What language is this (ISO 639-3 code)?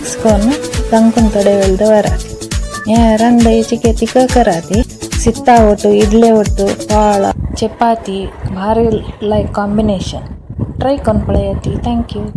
kok